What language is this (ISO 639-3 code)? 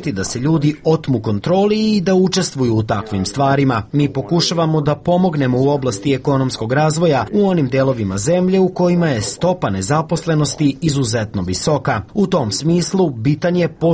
srp